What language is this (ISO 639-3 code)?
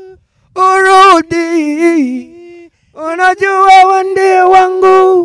kin